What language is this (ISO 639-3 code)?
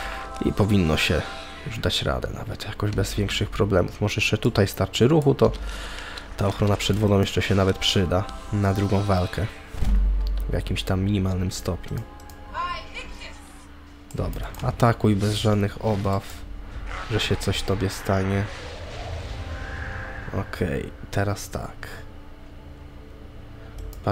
pol